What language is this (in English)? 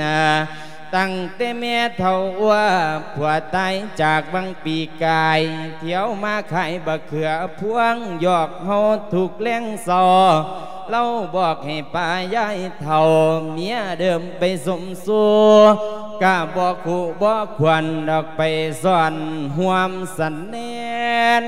Lao